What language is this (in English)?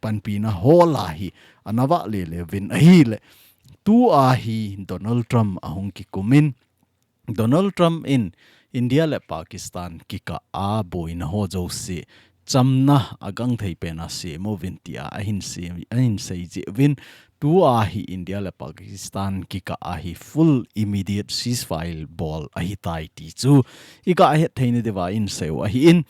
Thado Chin